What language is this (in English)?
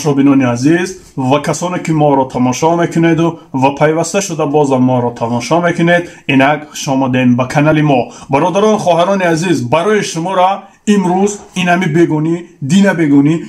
Tajik